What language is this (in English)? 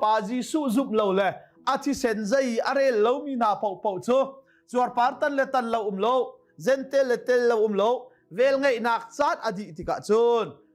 Hakha Chin